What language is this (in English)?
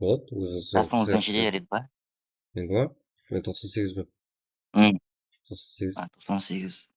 Kara-Kalpak